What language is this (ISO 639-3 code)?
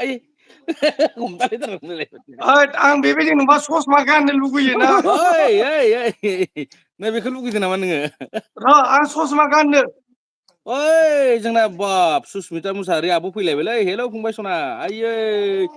brx